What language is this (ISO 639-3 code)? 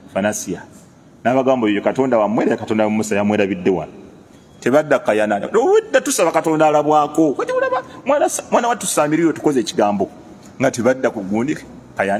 lug